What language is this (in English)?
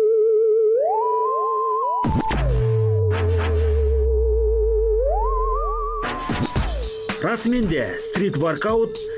Kazakh